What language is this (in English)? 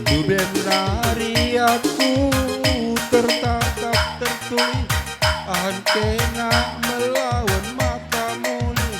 Batak Karo